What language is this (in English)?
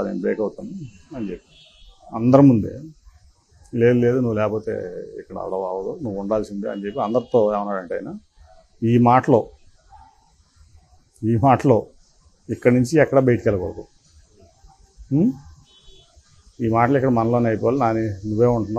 Telugu